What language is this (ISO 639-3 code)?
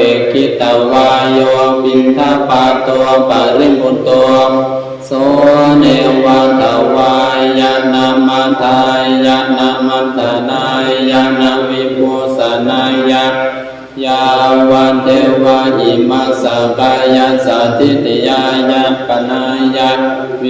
pli